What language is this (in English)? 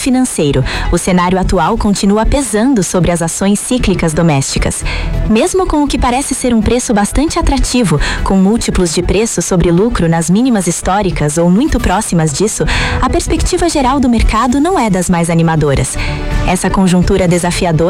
Portuguese